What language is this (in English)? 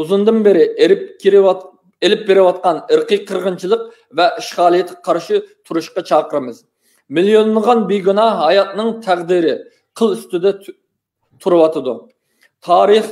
Uyghur